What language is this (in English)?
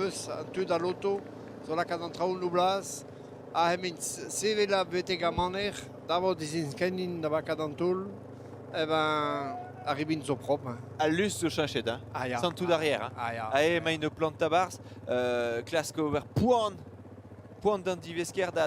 Breton